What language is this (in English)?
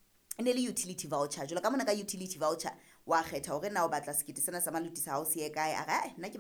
Southern Sotho